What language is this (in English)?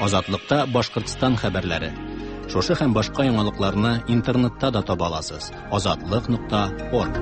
Tatar